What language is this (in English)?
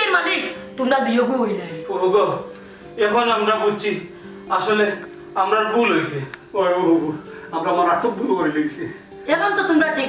Sylheti